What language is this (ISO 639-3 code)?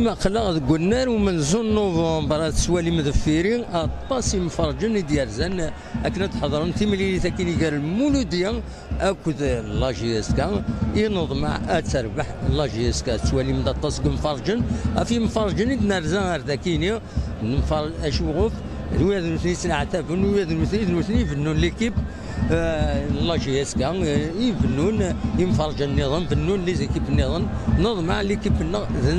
kab